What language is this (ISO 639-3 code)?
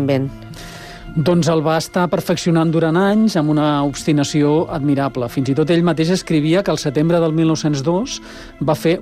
cat